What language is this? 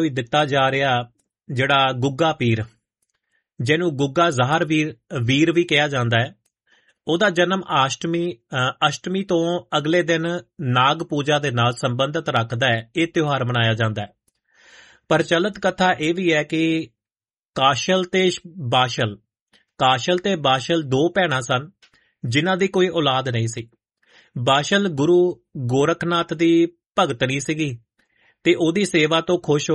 Punjabi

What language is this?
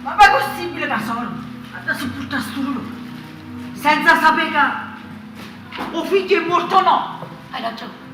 Neapolitan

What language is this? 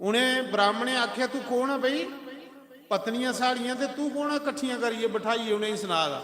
Dogri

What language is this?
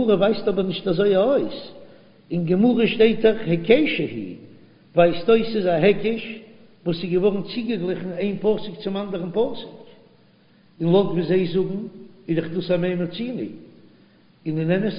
Yiddish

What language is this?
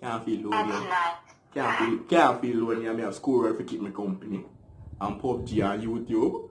Jamaican Creole English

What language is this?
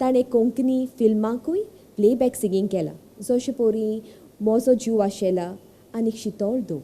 Konkani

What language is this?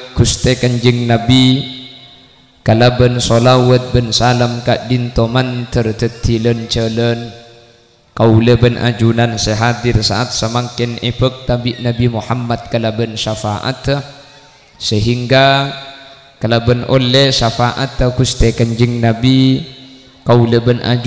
Madurese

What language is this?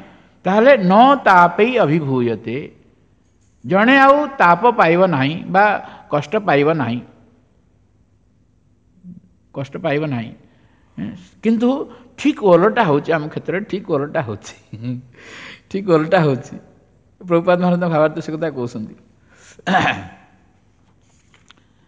Odia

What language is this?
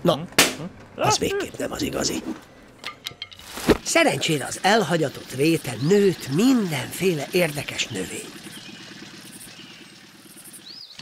Hungarian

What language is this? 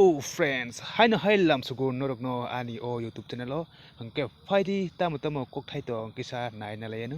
Kok Borok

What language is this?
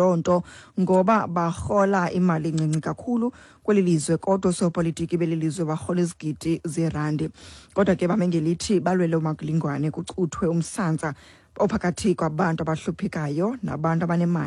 Xhosa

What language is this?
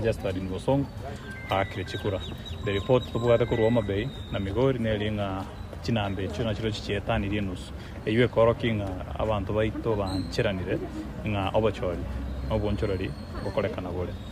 Gusii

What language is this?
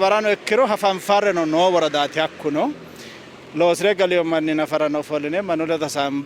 Sidamo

